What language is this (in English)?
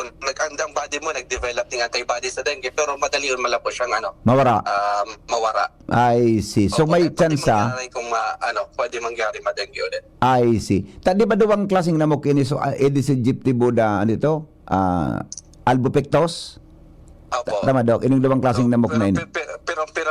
Bikol